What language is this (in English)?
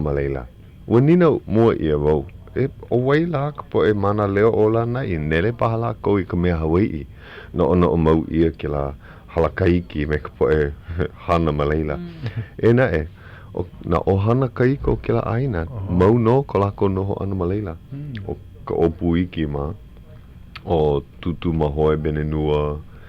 Hawaiian